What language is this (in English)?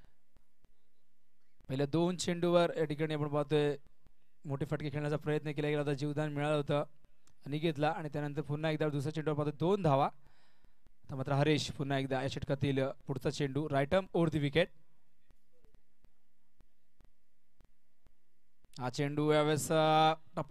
Marathi